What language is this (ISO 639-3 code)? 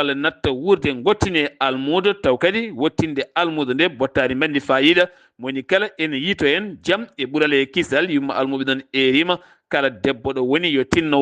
ful